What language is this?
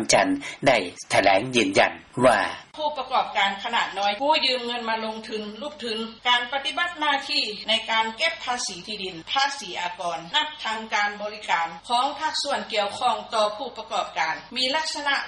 Lao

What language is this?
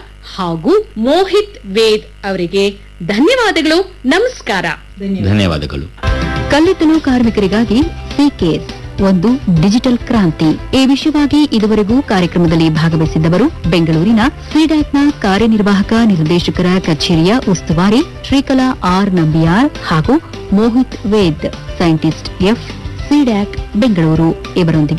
Kannada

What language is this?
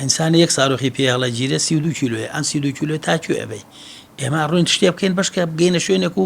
Central Kurdish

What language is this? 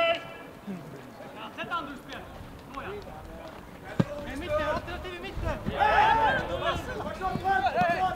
Swedish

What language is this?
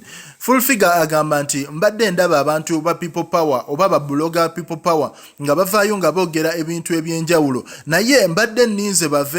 Ganda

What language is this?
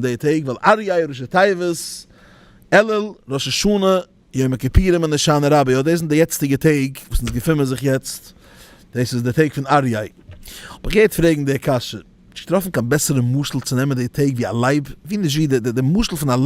Yiddish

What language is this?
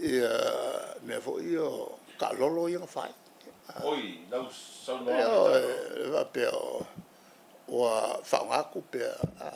Samoan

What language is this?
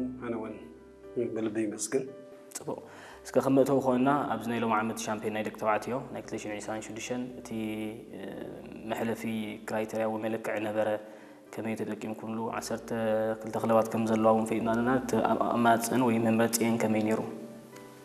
Tigrinya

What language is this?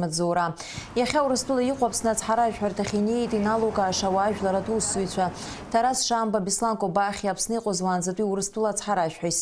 Abkhazian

